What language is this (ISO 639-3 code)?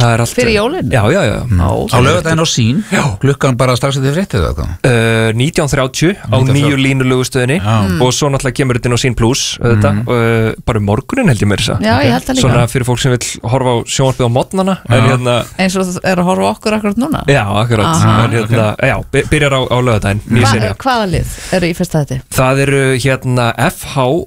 isl